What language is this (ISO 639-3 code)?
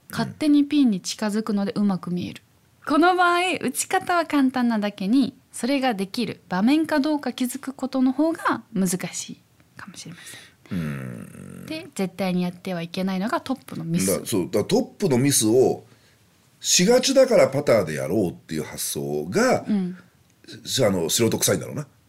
jpn